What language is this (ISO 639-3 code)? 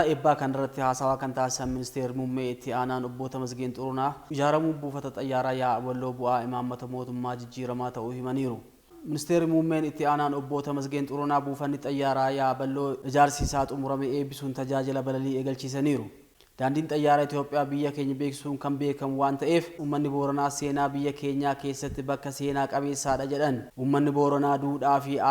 orm